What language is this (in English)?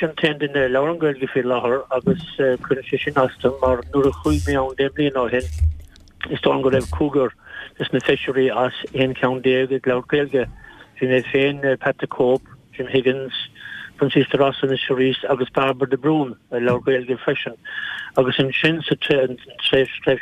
Irish